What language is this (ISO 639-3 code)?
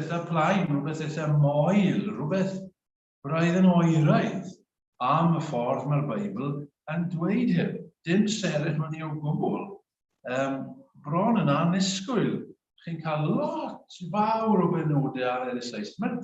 cym